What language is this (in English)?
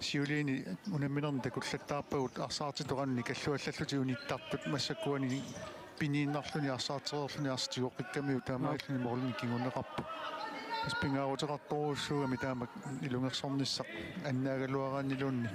Kalaallisut